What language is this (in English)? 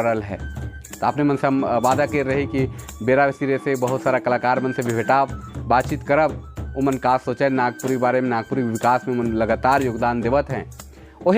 Sadri